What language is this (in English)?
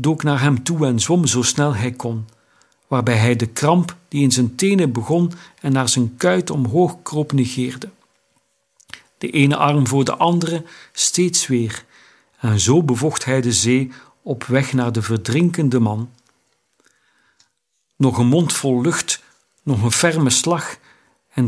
Dutch